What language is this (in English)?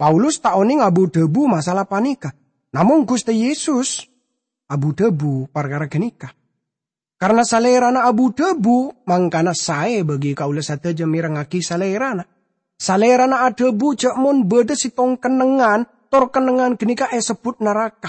Madurese